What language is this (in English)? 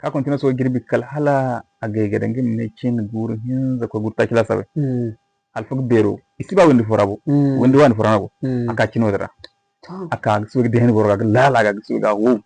Zarma